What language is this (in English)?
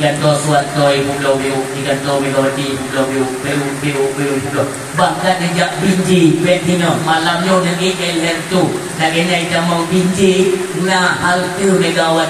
Achinese